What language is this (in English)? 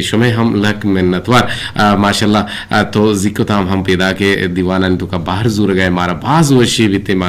Eastern Balochi